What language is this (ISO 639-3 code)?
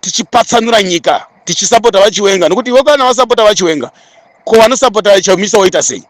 sna